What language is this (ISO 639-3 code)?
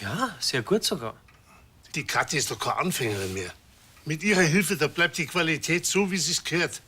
bar